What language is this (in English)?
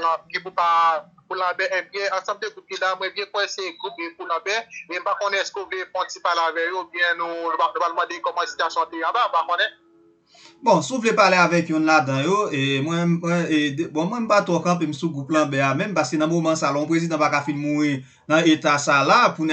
Haitian Creole